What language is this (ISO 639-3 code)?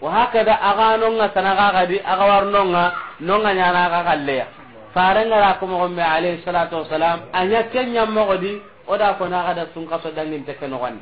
snk